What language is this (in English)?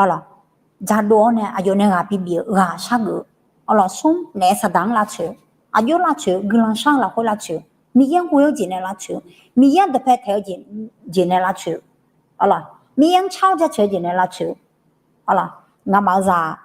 Akha